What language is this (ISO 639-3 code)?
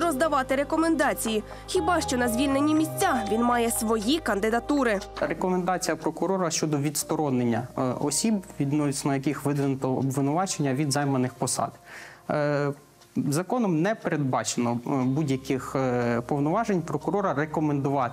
ukr